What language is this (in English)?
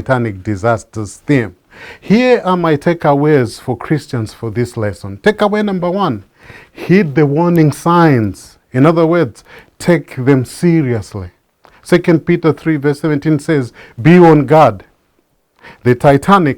English